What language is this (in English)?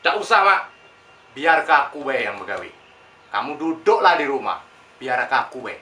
Musi